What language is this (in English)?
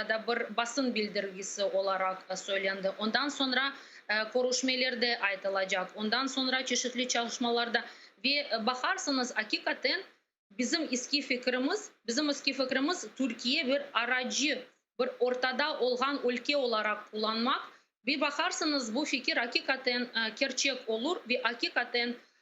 Crimean Tatar